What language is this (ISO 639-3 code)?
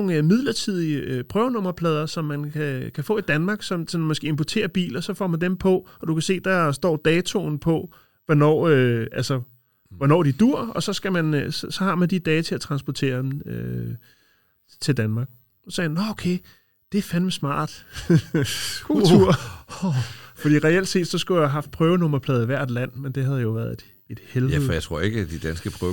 dan